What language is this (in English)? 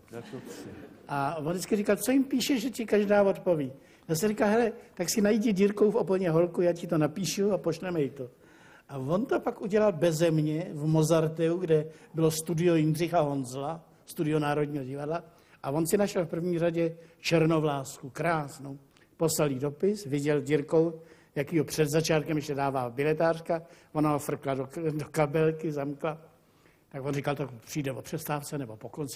Czech